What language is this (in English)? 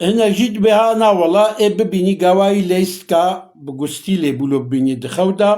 Kurdish